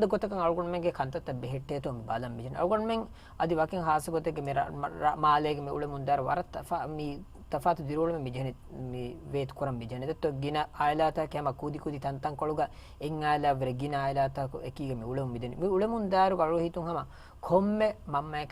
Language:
Divehi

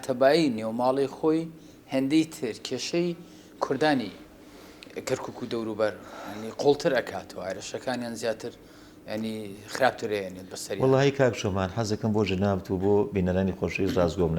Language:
Central Kurdish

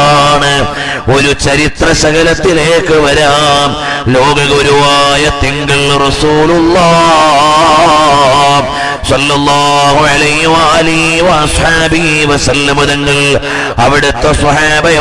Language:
Malayalam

